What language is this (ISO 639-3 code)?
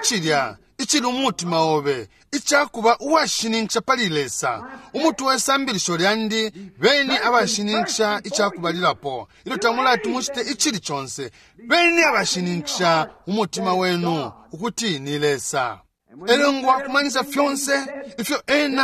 bem